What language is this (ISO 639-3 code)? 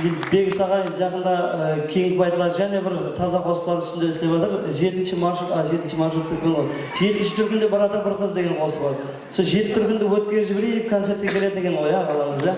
kaa